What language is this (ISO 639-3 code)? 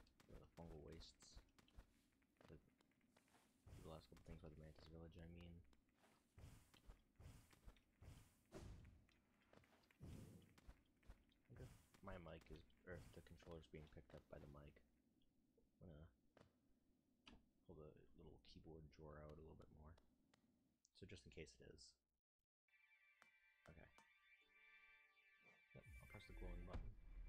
eng